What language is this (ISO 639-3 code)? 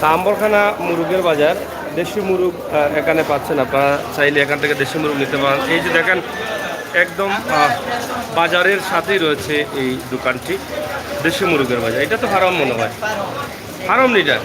syl